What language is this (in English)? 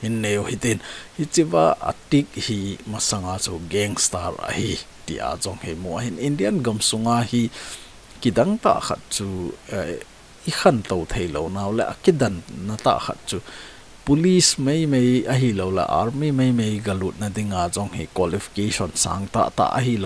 Thado Chin